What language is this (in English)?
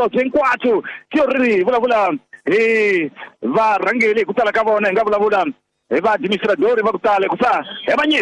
Tsonga